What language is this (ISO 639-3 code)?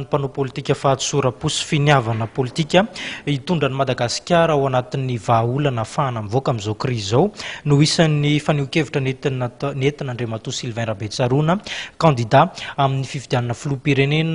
mlg